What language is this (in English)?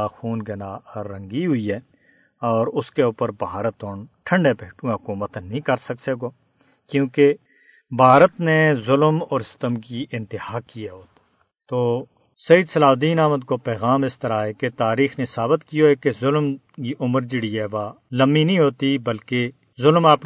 Gujari